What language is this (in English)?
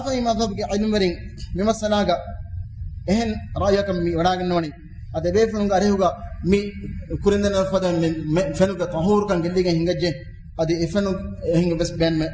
Divehi